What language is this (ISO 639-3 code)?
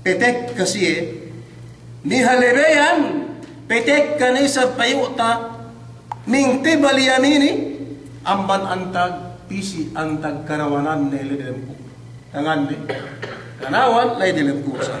yka